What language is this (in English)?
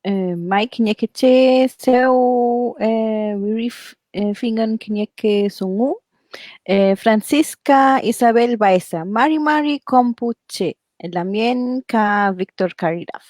Mapuche